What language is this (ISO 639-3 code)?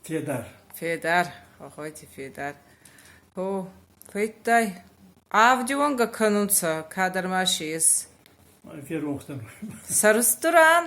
oss